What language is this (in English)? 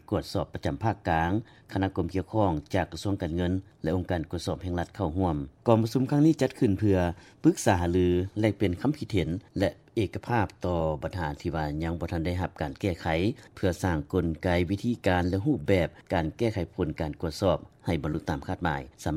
Lao